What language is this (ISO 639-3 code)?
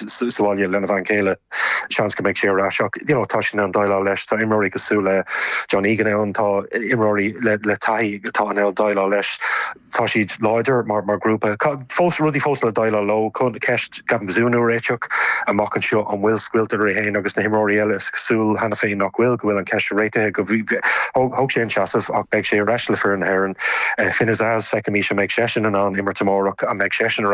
gle